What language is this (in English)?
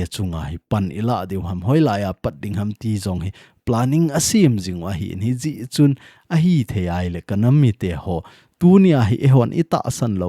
Thado Chin